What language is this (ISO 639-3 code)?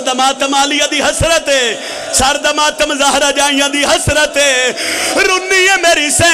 phr